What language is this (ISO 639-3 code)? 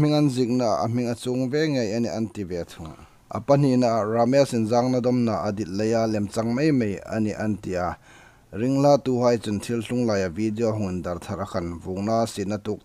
hmr